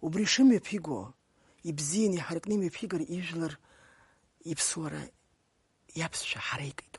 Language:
Abkhazian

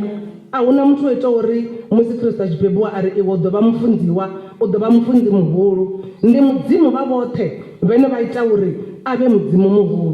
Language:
Venda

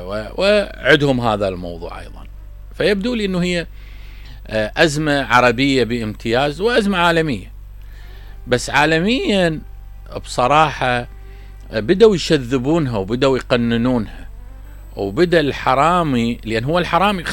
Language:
Mesopotamian Arabic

